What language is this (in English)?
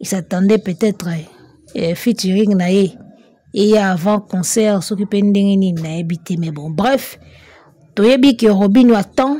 Lingala